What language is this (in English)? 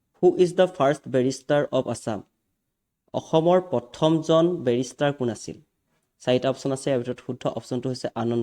Assamese